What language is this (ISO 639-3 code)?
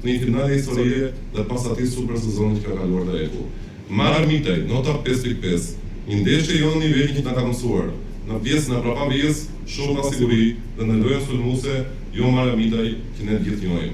sqi